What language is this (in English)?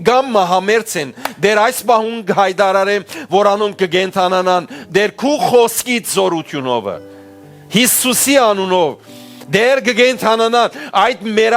Western Armenian